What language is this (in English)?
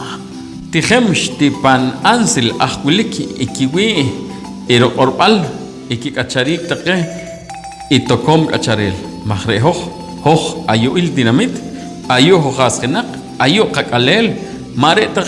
Poqomchi'